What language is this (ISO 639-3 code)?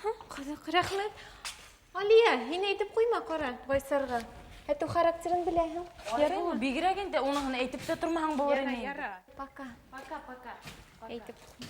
bak